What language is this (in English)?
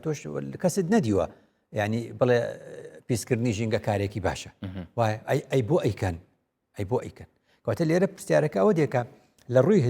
Central Kurdish